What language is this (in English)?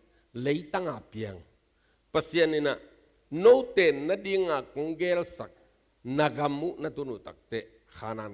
Tedim Chin